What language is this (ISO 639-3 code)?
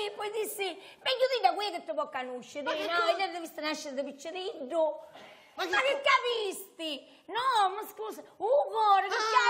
scn